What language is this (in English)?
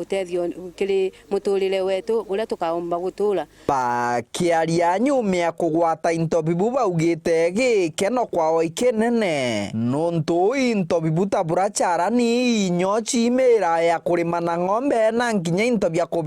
Meru